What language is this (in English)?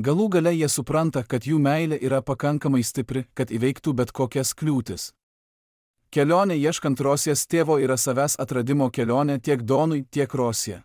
Lithuanian